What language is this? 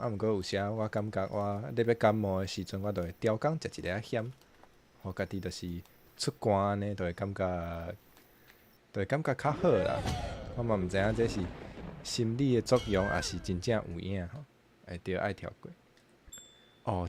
Min Nan Chinese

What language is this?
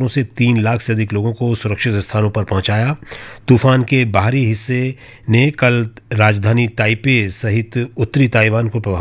Hindi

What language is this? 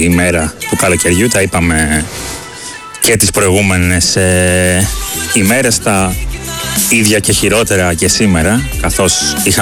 Greek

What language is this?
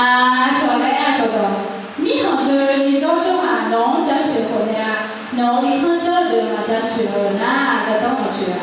Akha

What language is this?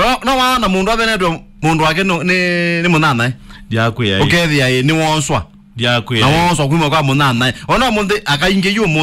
Kamba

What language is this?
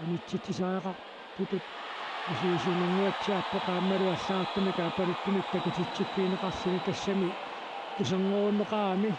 Kalaallisut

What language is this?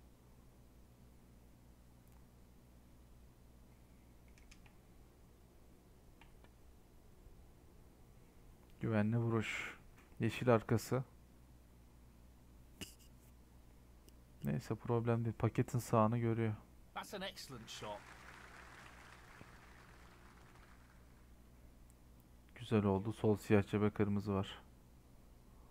Turkish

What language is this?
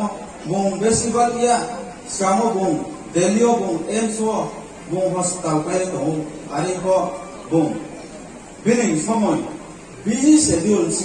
Riang (India)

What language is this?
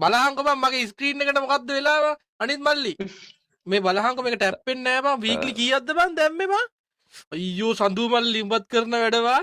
Sinhala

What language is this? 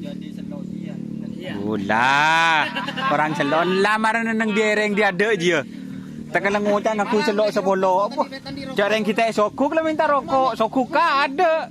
Madurese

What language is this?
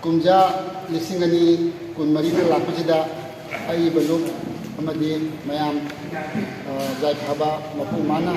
Manipuri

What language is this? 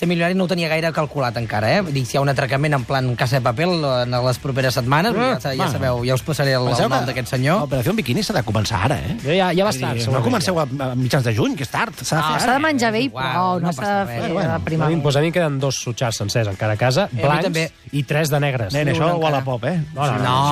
Catalan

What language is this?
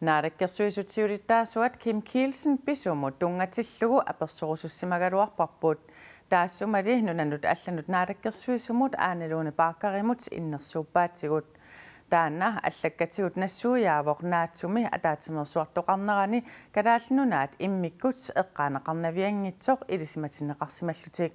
Kalaallisut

